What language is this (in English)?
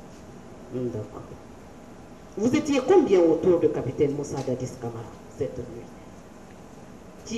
French